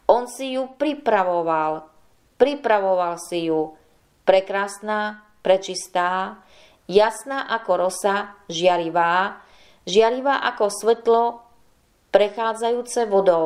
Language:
Slovak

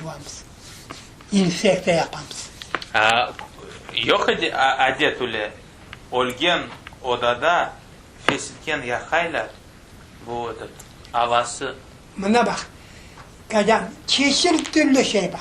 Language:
Crimean Tatar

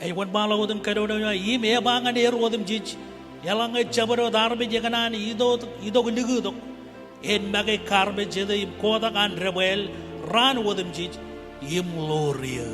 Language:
Marshallese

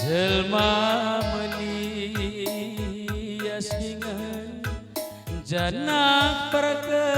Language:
Batak Karo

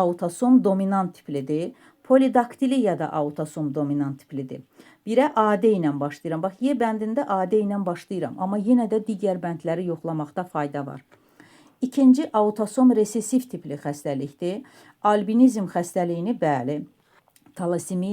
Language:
Azerbaijani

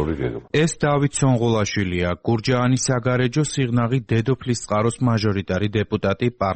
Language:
Georgian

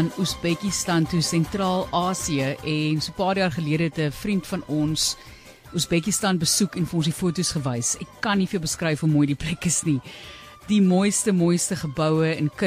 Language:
Afrikaans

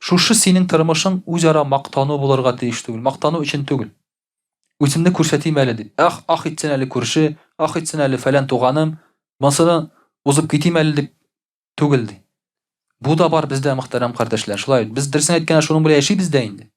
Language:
Tatar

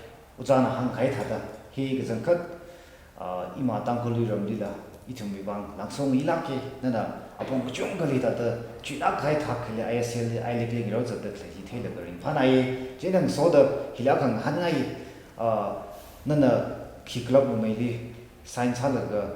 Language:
Tangkhul Naga (India)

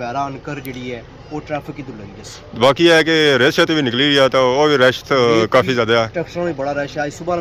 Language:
Pahari-Potwari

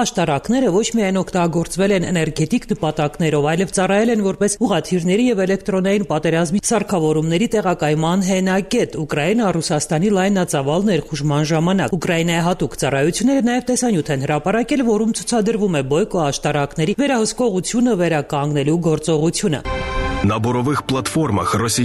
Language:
Armenian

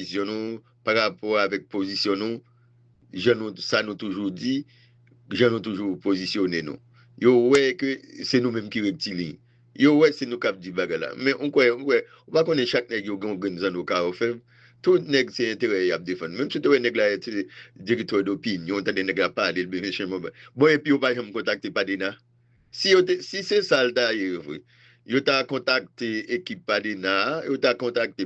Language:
Haitian Creole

